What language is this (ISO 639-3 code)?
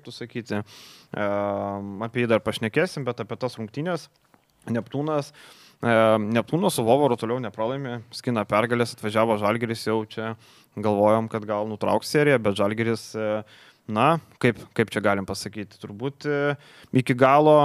lit